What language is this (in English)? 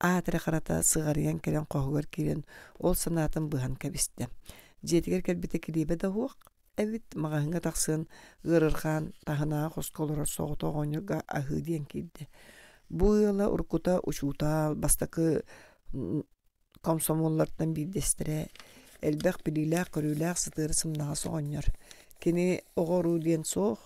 Yakut